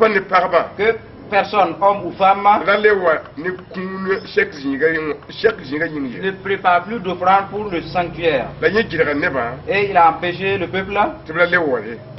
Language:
Mossi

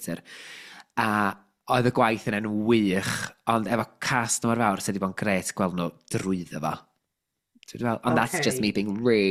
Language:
Welsh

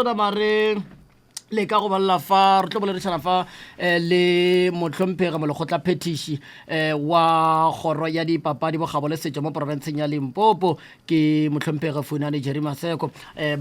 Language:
Northern Sotho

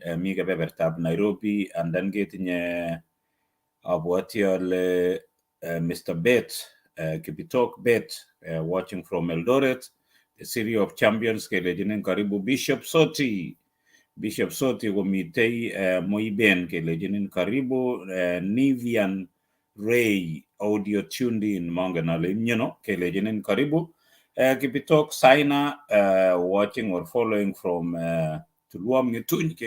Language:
Kalenjin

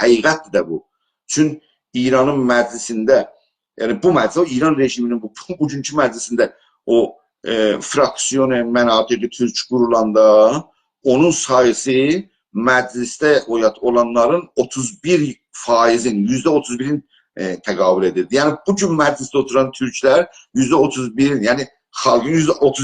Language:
South Azerbaijani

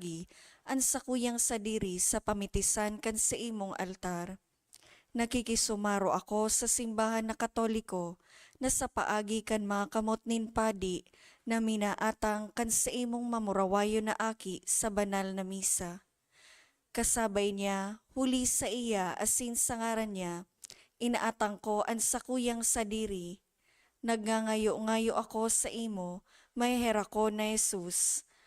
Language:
Bikol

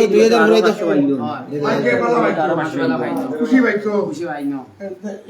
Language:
Sylheti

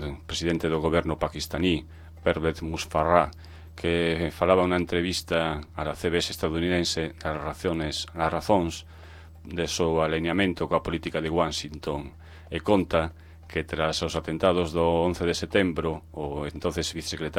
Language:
Galician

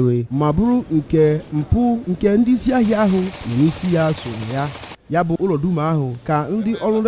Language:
Igbo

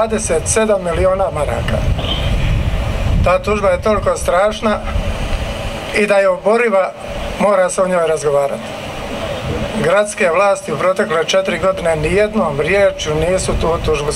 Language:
Croatian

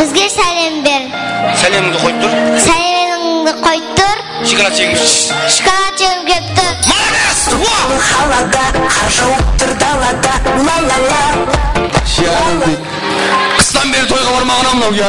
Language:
Kara-Kalpak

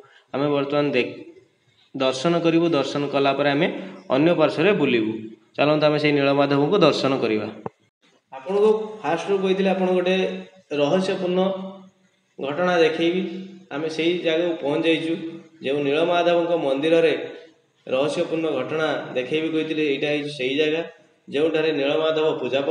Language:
Odia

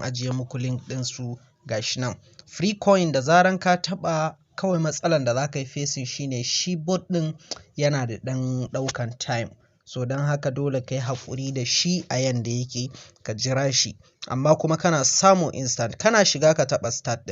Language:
Hausa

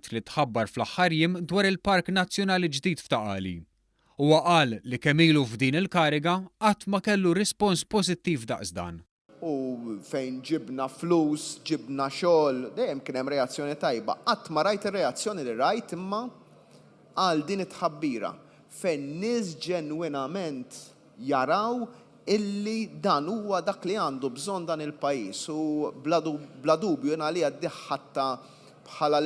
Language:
Maltese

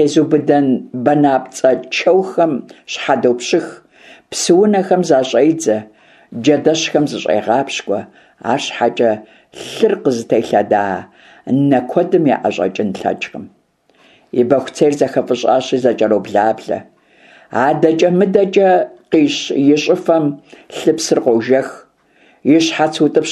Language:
Kabardian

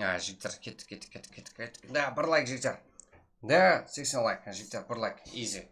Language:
Kara-Kalpak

